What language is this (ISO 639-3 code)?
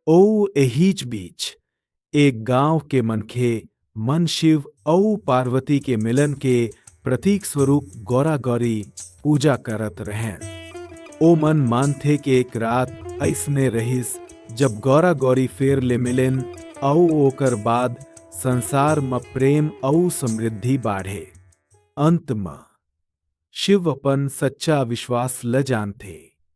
hne